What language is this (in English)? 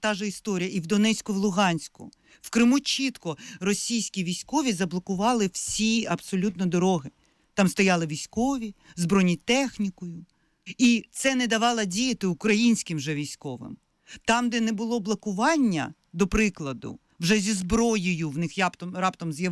Ukrainian